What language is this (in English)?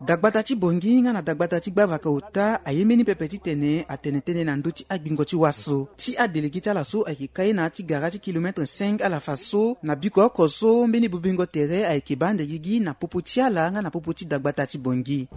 Sango